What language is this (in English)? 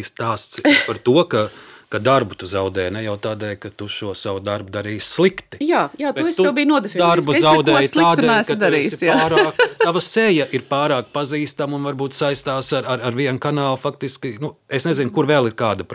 Latvian